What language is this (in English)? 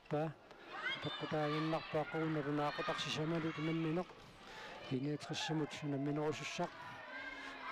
Kalaallisut